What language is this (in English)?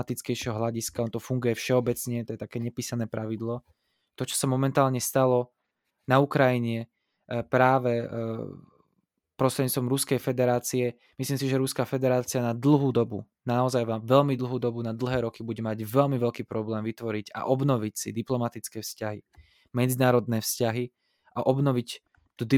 Slovak